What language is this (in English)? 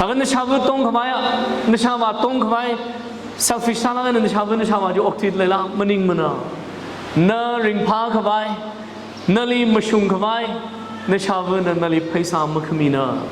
Tangkhul Naga (India)